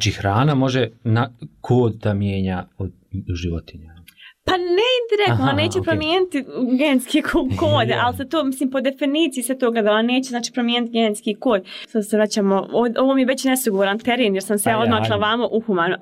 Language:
Bosnian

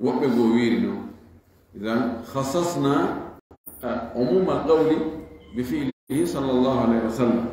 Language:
Fula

